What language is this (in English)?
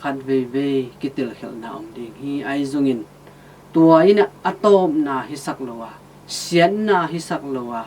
Tedim Chin